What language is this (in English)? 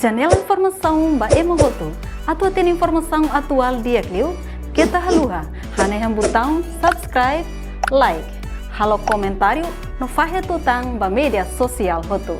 Tetum